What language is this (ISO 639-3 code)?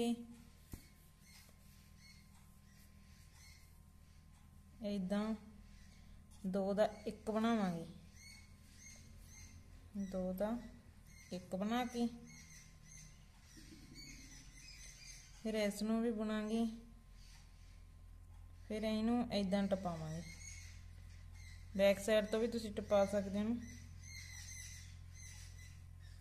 pan